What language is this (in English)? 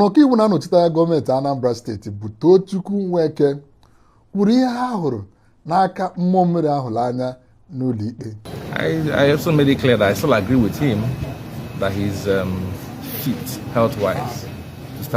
Igbo